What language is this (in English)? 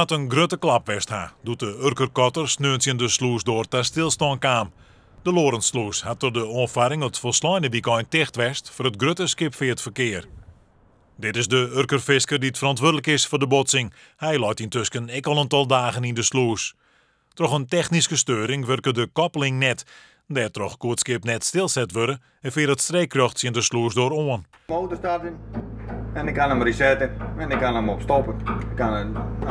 Western Frisian